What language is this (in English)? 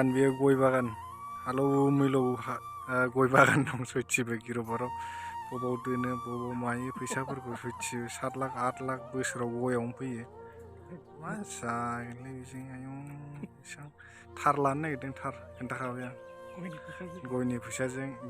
Bodo